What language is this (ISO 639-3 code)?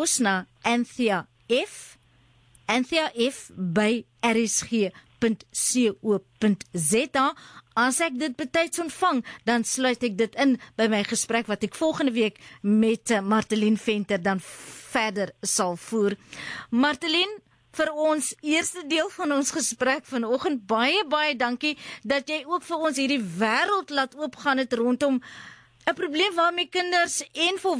afr